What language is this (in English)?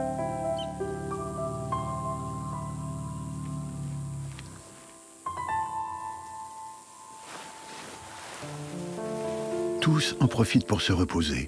French